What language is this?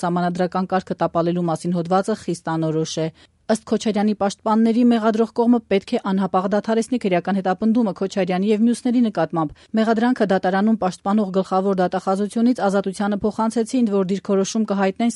Armenian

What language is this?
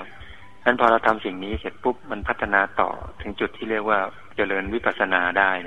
Thai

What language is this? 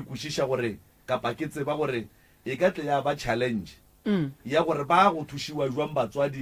Northern Sotho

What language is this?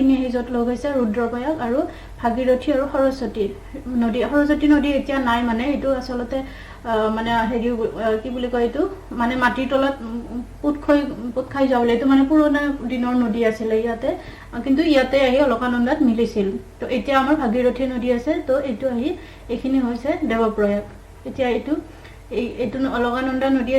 Assamese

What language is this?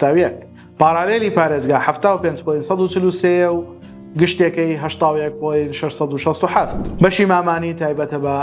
Central Kurdish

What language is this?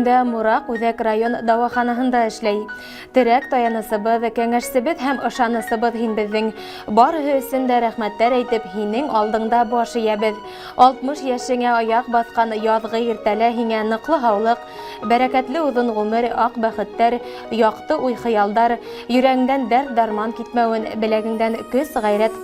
Bashkir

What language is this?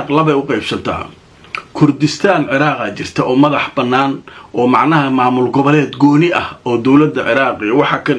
Somali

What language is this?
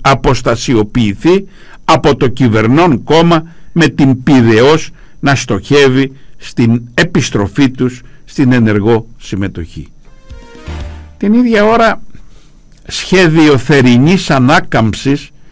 Greek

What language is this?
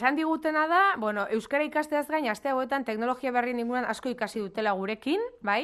Basque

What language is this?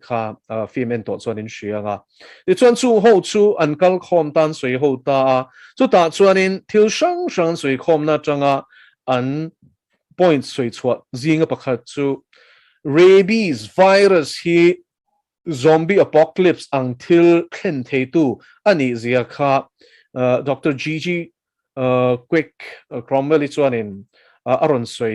Mizo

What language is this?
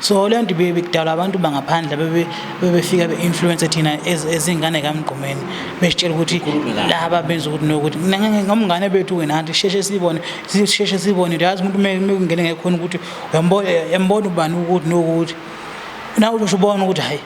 Zulu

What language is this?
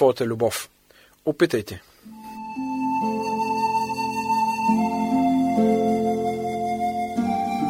Bulgarian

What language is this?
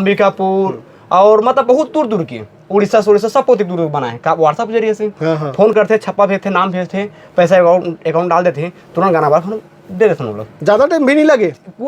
Chhattisgarhi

